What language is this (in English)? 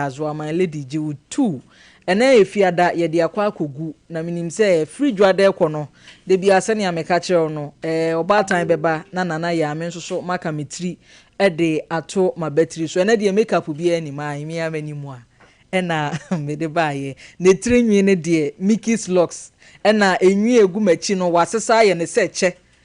Akan